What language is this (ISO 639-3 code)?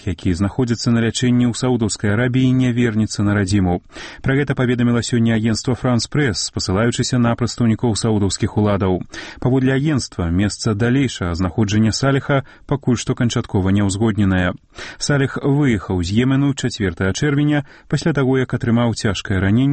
bel